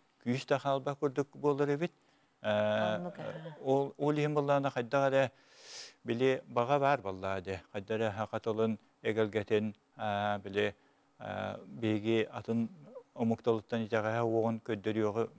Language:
Yakut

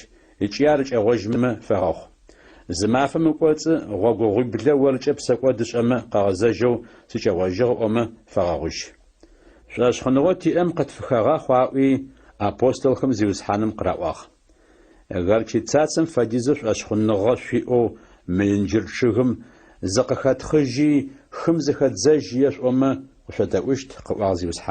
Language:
Adyghe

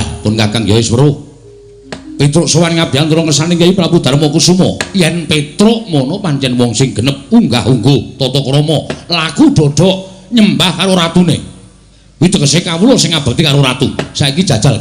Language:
Javanese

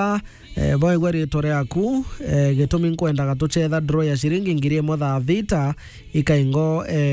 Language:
Meru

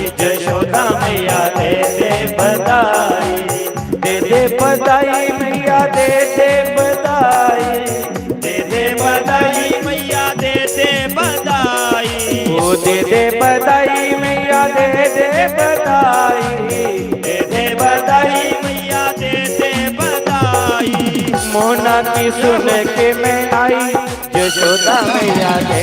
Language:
Dogri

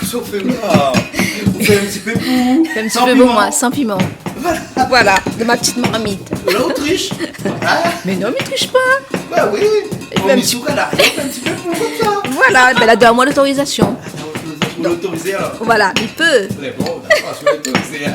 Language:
Réunion Creole French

